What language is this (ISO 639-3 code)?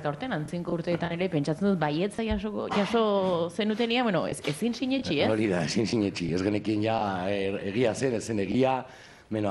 eus